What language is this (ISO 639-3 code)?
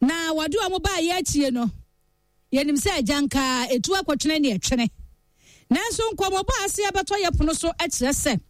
aka